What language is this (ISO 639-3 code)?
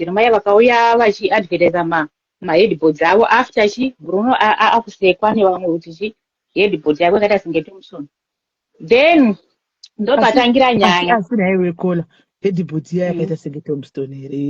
sna